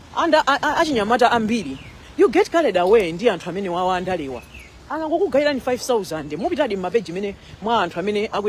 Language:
Nyanja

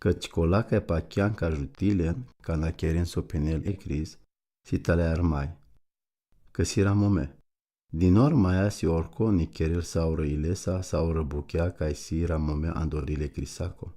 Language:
Romany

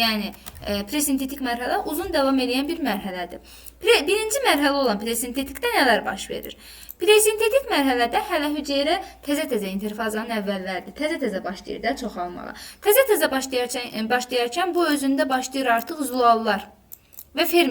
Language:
Azerbaijani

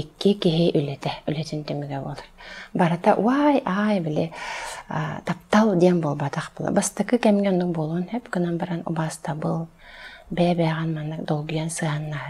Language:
Yakut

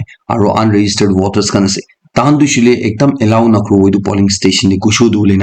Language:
Naga Pidgin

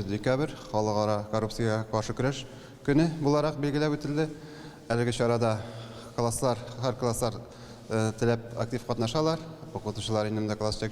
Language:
Tatar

